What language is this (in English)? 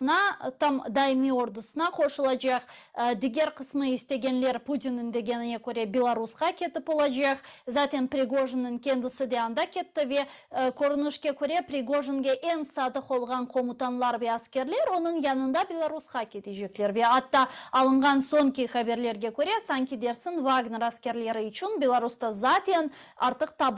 Crimean Tatar